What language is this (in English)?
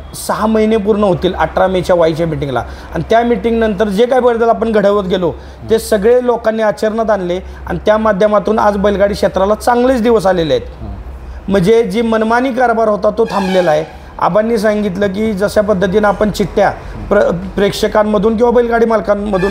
Marathi